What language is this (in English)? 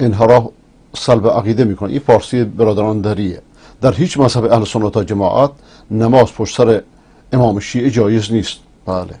Persian